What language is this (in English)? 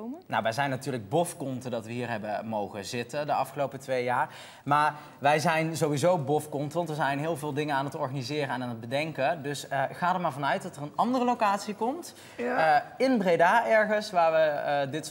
Dutch